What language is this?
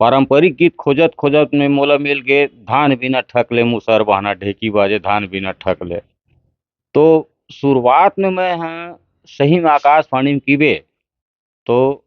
Chhattisgarhi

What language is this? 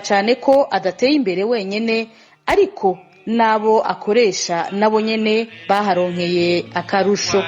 Rundi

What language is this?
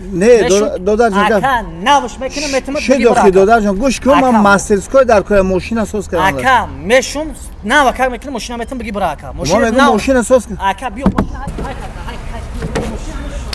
Tajik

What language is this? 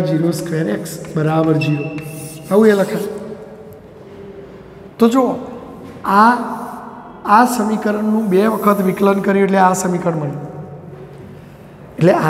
Gujarati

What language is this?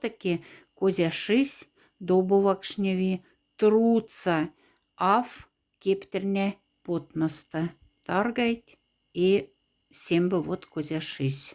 Moksha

